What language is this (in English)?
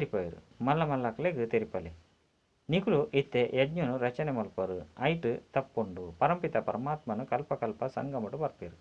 Tulu